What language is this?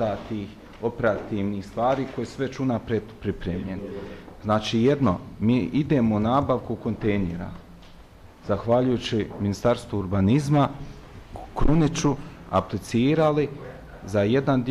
Bosnian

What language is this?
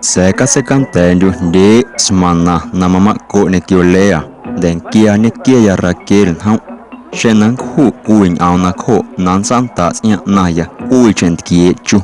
Guerrero Amuzgo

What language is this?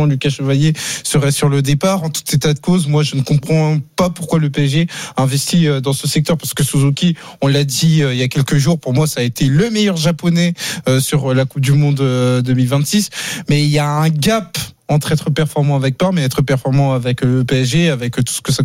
French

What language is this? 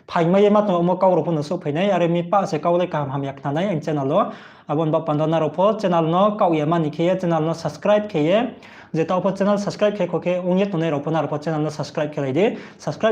Riang (India)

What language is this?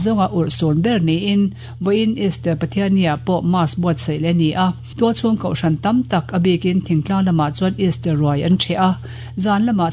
Mizo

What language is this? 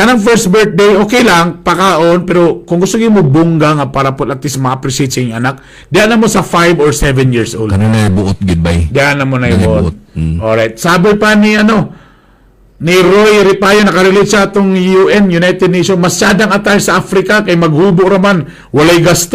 Cebuano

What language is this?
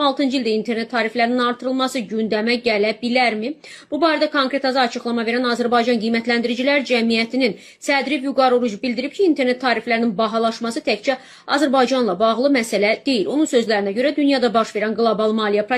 Azerbaijani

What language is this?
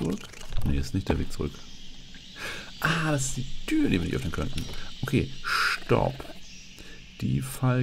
German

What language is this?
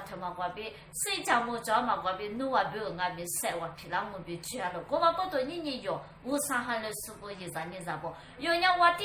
Lisu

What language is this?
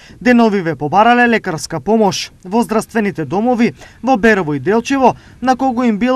Macedonian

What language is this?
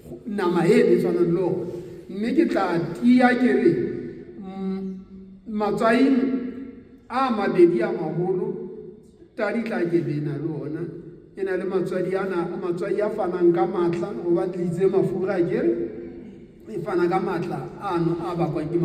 Southern Sotho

